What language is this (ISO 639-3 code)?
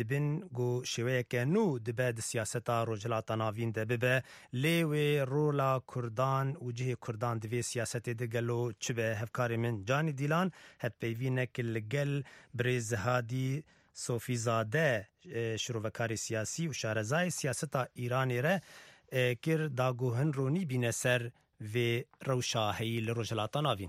kur